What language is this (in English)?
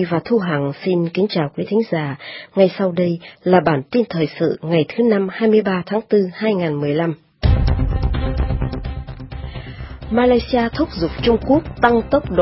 Vietnamese